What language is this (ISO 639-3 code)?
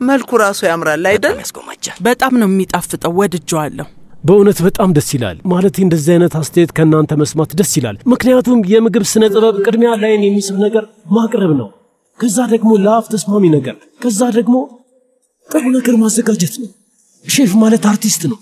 amh